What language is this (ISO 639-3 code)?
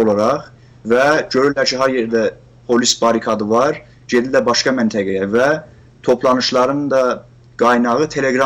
azb